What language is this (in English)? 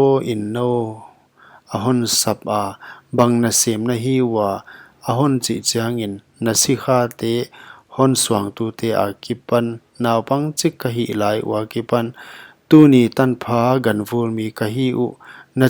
Paite Chin